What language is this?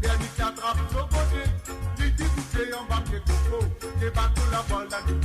Morisyen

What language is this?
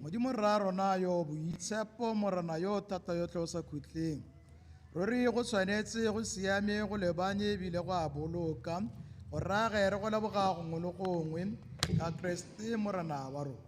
Tswana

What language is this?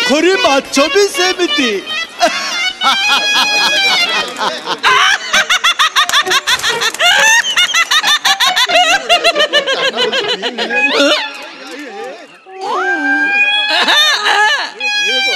Odia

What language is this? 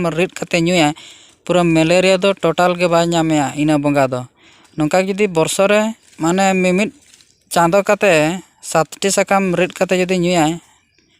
Santali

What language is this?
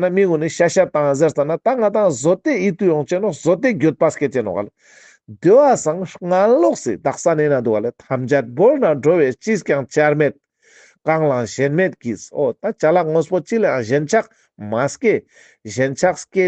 Ladakhi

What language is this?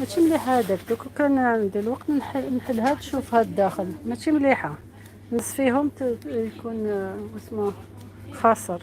Algerian Arabic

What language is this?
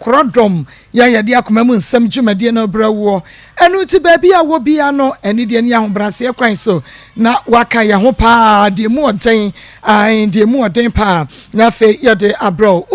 Akan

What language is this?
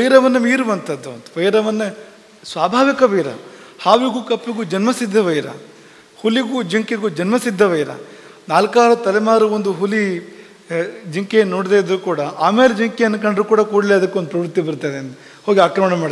Kannada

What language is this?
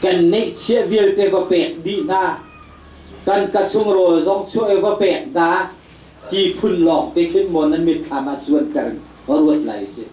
Hakha Chin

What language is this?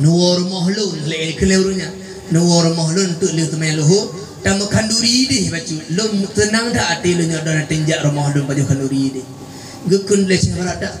Achinese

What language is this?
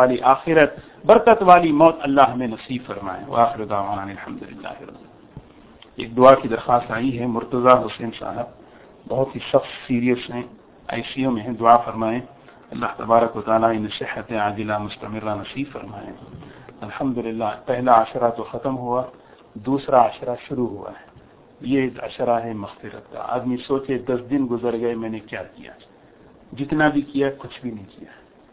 Urdu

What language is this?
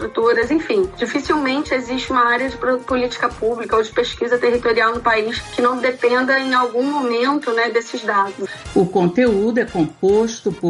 Portuguese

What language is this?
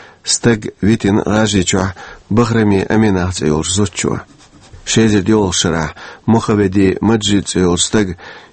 Chechen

